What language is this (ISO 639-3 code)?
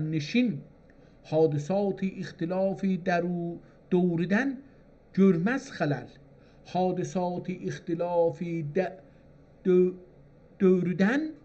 azb